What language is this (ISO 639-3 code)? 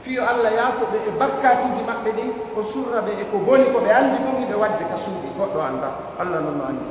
fuf